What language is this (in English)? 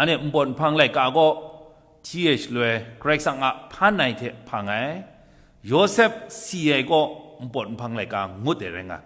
Kachin